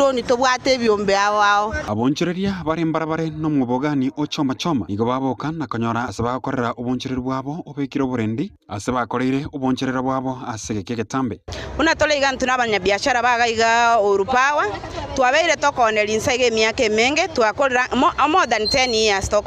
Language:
Gusii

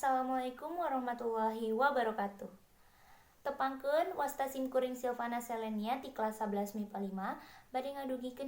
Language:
Sundanese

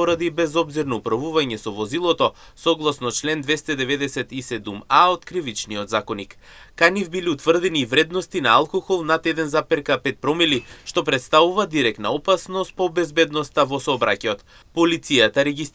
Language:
Macedonian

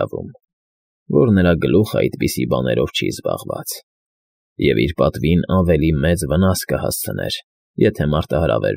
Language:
Armenian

